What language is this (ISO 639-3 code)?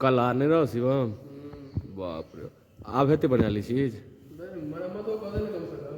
mai